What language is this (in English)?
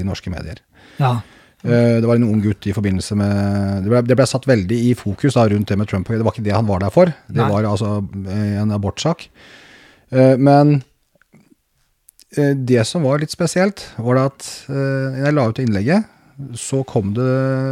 Norwegian